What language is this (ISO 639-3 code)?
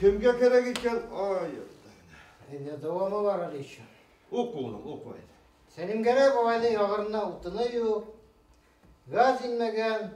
bak